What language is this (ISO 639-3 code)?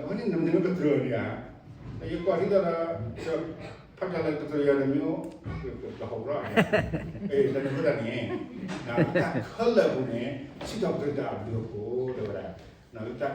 ksw